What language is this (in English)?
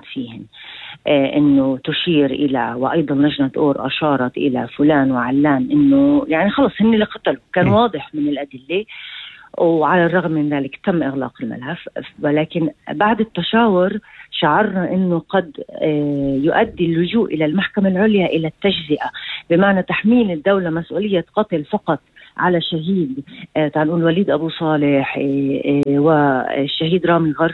North Levantine Arabic